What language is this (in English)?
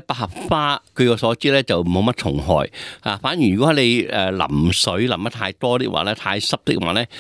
Cantonese